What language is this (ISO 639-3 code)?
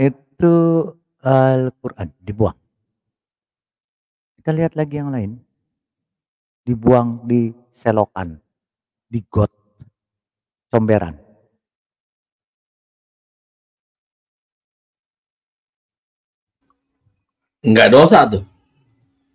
ind